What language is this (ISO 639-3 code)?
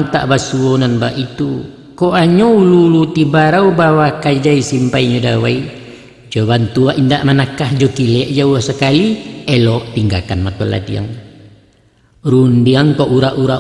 min